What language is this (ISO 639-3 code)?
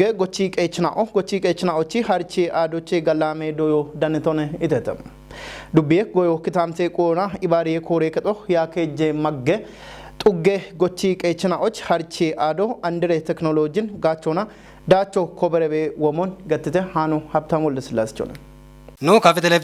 kbr